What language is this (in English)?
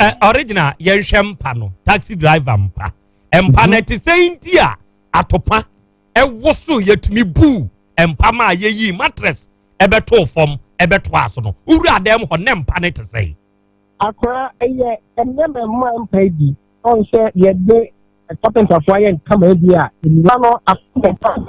Akan